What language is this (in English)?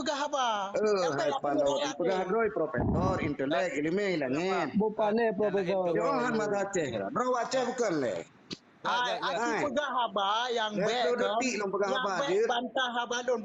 Achinese